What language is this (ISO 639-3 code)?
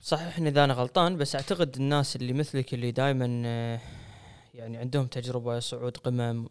afb